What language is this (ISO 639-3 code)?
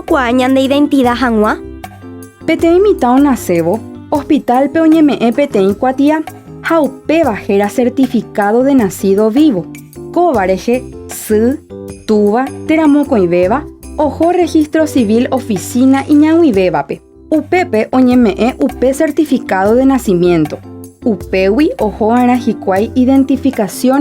grn